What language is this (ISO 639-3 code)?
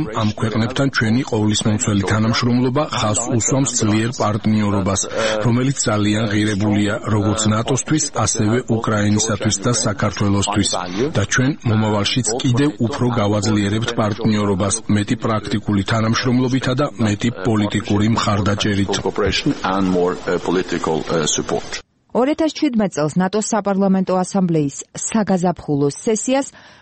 kat